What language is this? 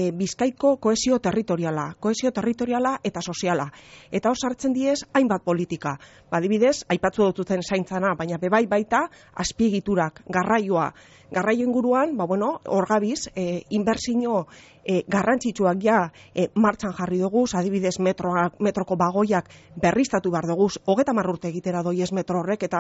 Basque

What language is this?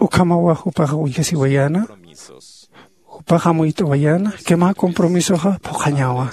Aymara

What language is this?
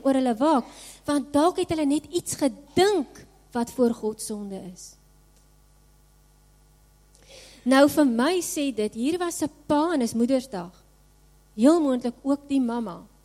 Afrikaans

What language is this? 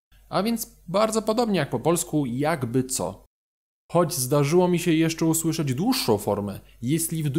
Polish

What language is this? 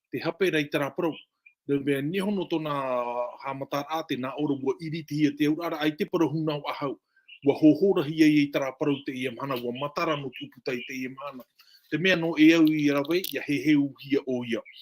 Tahitian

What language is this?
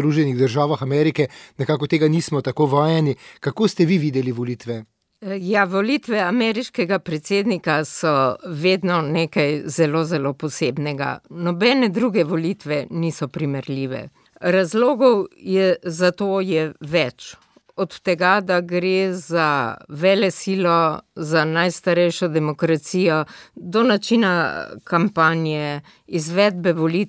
Slovenian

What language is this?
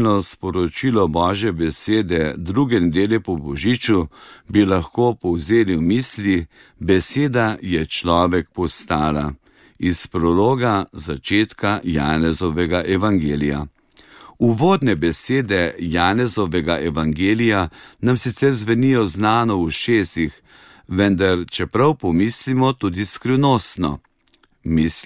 Slovenian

